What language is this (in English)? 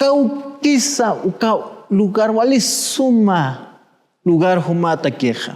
Aymara